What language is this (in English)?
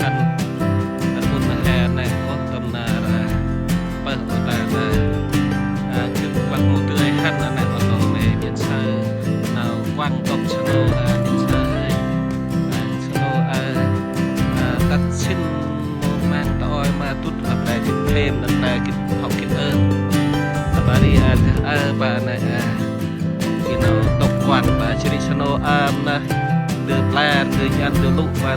Central Mnong